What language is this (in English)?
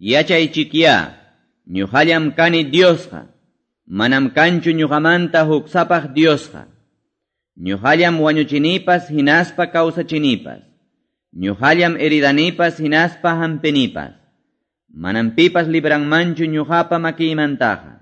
Quechua